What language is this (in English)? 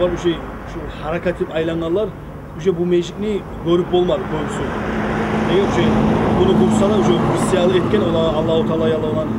Kumyk